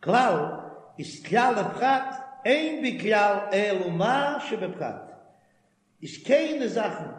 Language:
Yiddish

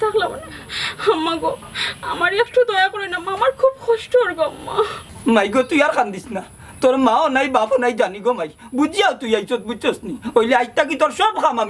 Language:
Sylheti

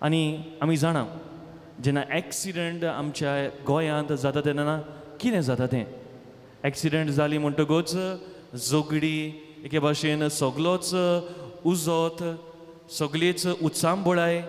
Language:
Konkani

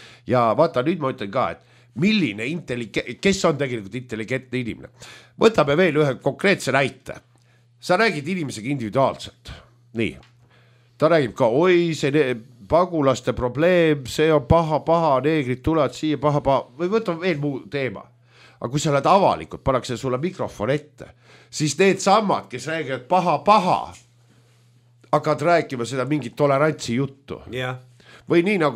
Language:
Estonian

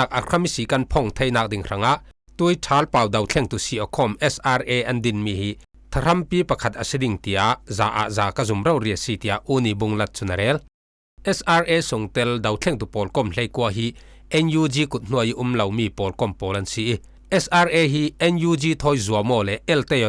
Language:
Falam Chin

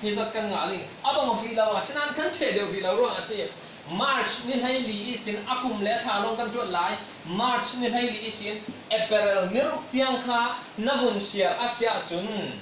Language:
Falam Chin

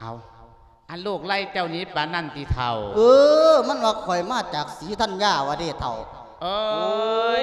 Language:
Lao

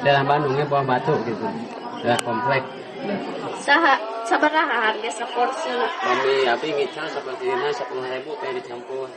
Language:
Sundanese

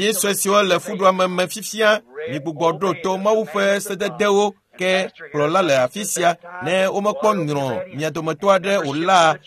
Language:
Ewe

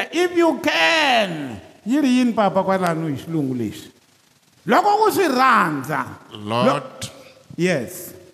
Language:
Tsonga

